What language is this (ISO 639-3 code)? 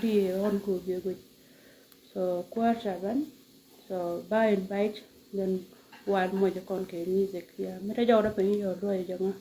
nus